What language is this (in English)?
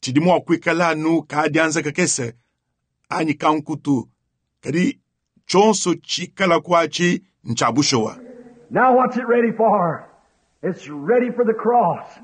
Luba-Lulua